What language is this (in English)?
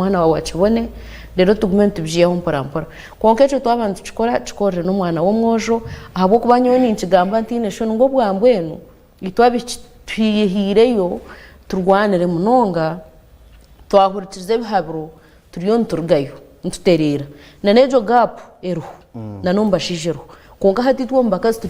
Nyankole